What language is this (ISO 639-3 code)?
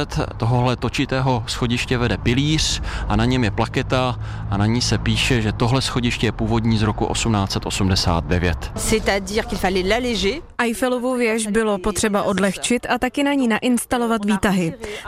ces